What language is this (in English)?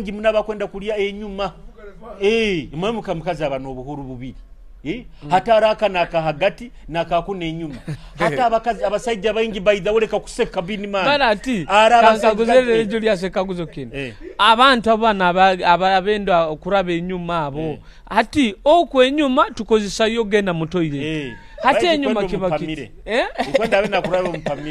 Nyoro